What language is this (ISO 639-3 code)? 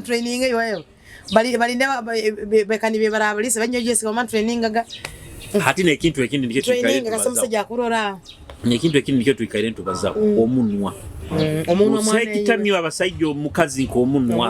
nyo